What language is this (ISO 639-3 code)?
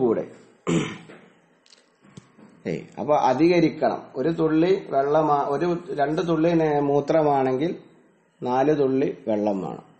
mal